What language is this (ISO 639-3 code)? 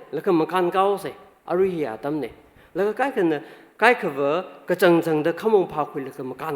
nmf